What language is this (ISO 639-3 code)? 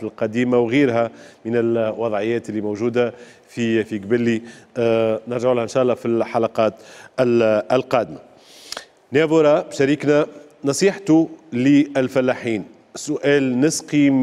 aeb